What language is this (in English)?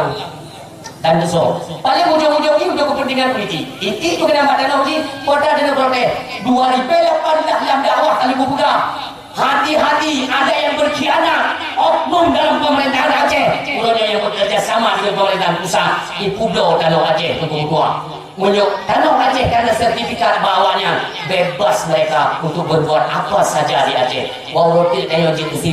Achinese